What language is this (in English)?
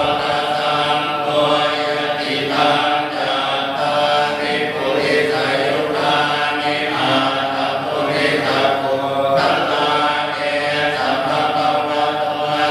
Pali